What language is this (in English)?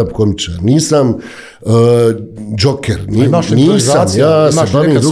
Bosnian